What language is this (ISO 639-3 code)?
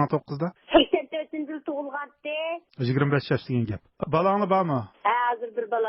uig